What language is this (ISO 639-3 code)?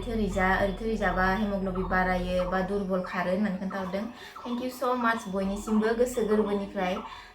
brx